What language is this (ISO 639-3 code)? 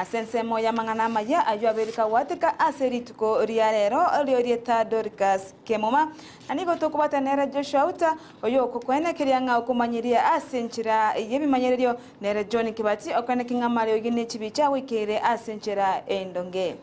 guz